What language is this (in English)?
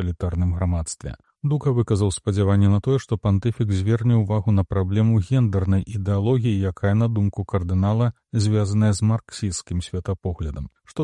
Belarusian